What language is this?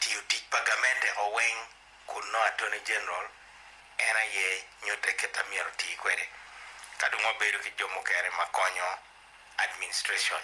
Acoli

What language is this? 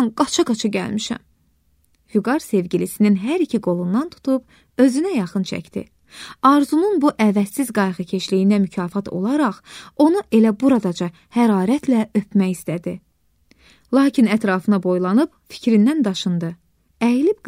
Azerbaijani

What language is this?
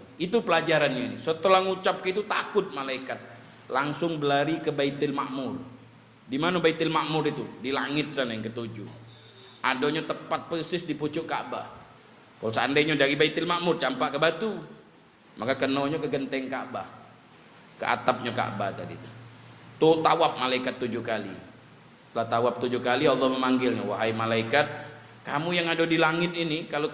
Musi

